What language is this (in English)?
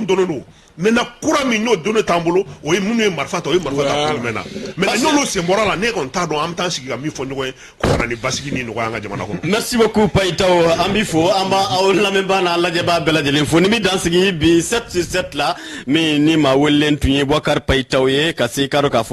Bambara